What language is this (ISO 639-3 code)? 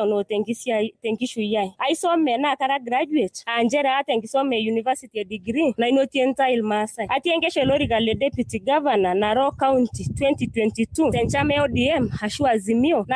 mas